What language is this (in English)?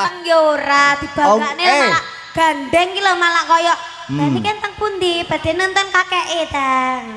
Javanese